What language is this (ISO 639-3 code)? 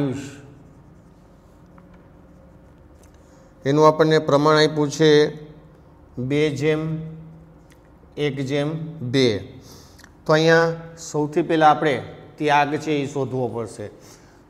guj